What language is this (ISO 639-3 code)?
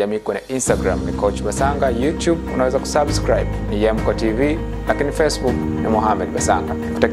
swa